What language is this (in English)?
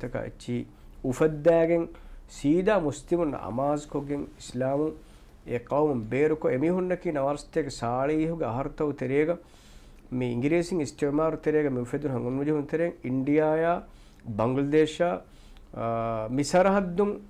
Divehi